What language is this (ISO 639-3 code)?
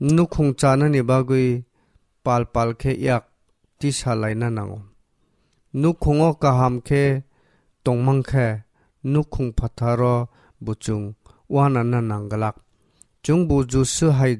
trp